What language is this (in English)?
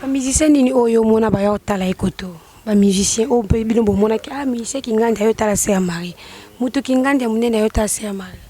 Lingala